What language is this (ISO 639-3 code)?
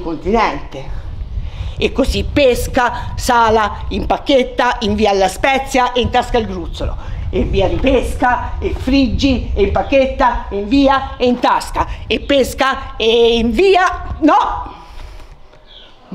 ita